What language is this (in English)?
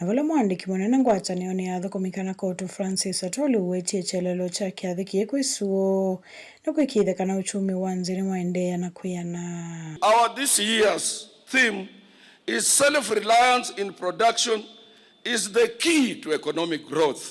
Kamba